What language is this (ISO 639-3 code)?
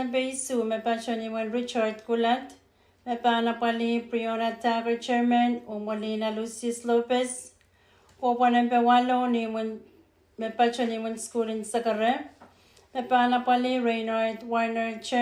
pon